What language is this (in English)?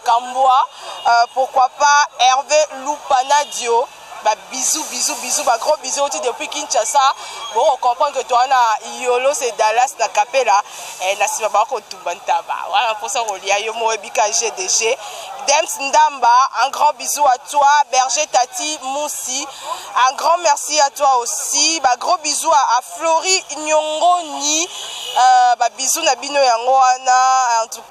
Lingala